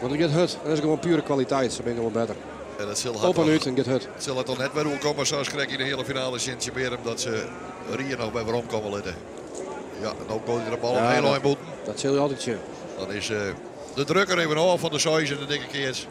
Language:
Western Frisian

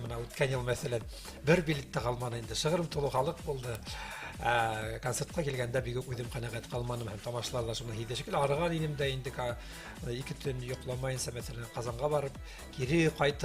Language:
Bashkir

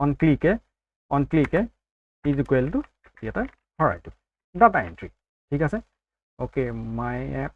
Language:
Assamese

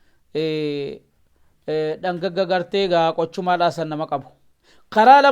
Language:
Oromo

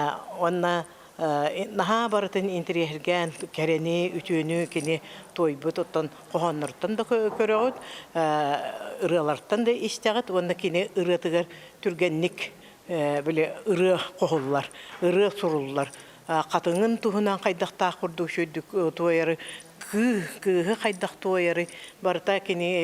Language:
Yakut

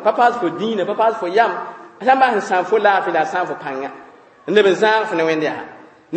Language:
Mossi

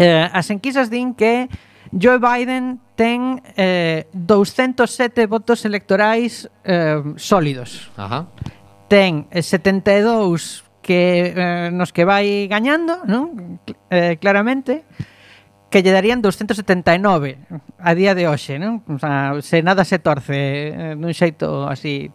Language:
Galician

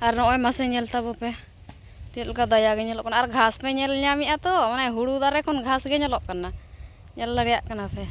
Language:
Santali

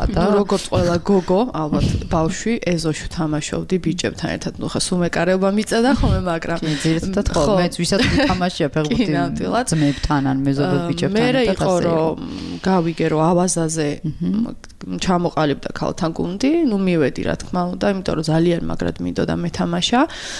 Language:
Georgian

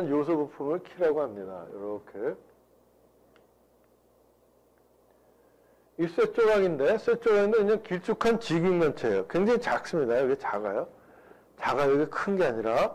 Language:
Korean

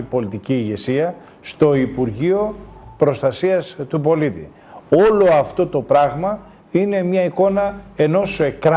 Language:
Greek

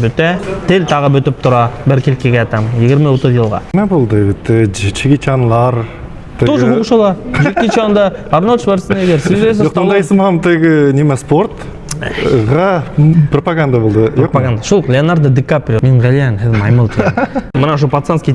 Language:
Bashkir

